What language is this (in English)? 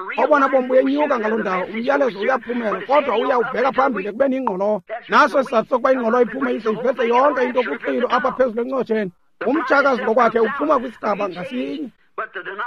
Xhosa